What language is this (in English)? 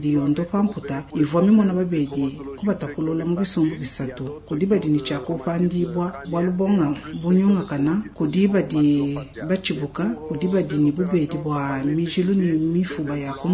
Luba-Lulua